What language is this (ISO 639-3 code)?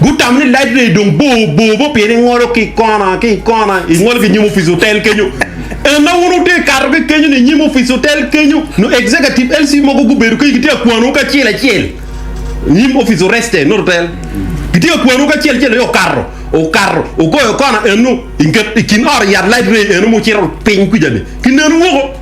ach